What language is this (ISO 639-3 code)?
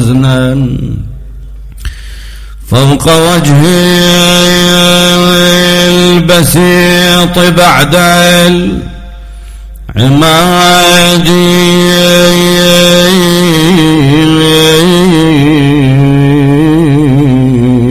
ara